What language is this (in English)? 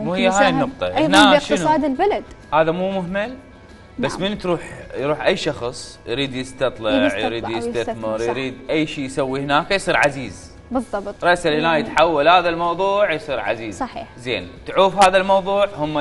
Mesopotamian Arabic